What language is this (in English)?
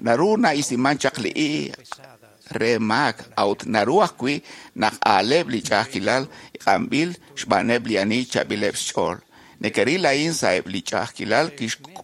Kekchí